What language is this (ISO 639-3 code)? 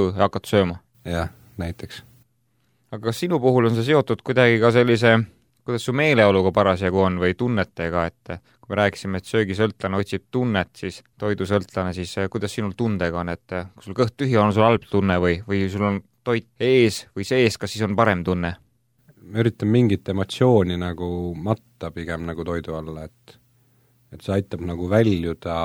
est